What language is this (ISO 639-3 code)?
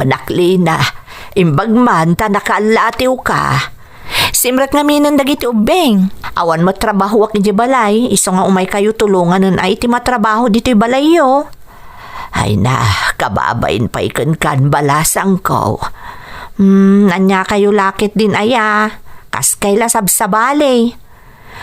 ilo